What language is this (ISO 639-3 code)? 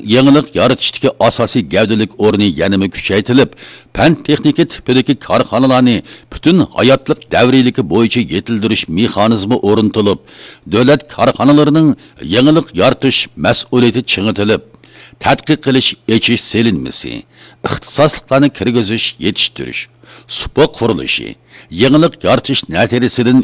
uig